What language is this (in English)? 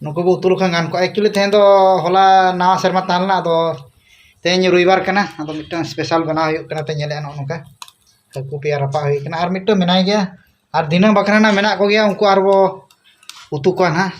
Santali